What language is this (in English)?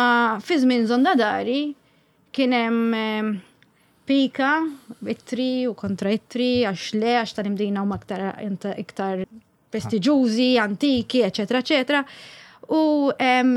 Maltese